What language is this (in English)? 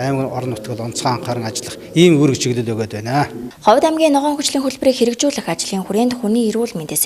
Mongolian